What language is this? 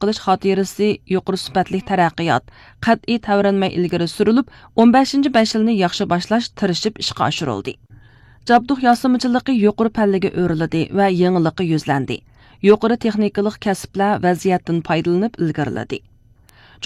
Uyghur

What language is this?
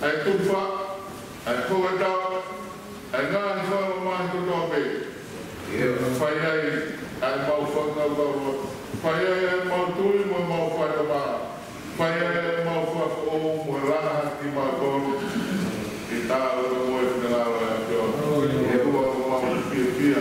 Tongan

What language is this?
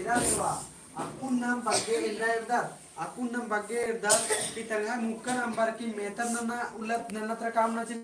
Kurukh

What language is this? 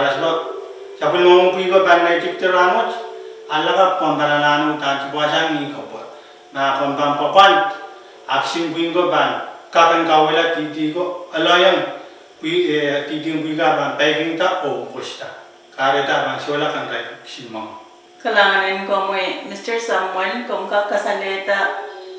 Pohnpeian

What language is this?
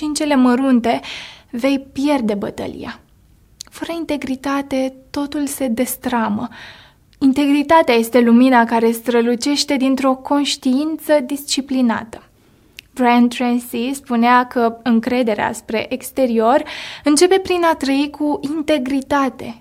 Romanian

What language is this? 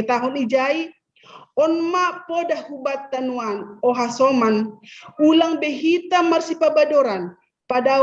Batak Simalungun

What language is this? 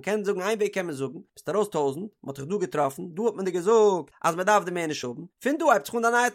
Yiddish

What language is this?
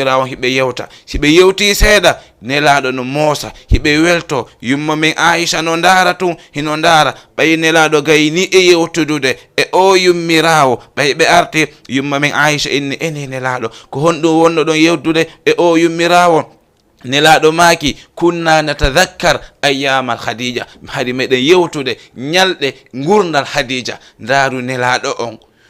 Fula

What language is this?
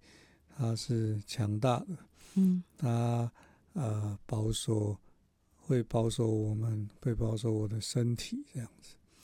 Chinese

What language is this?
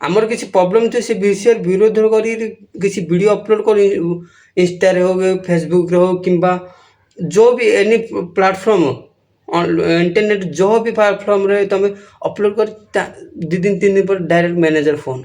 Odia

